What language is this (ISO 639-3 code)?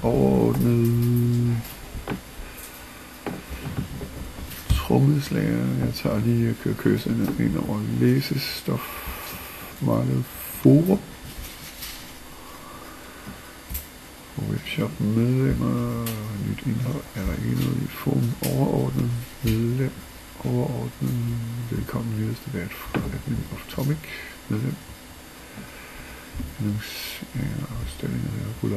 dan